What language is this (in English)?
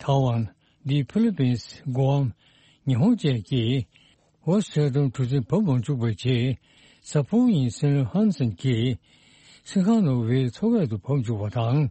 Tibetan